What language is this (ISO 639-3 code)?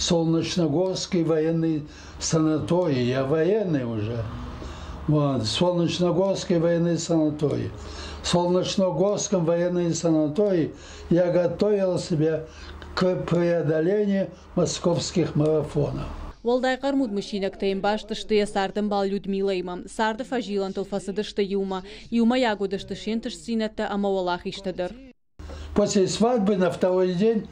oss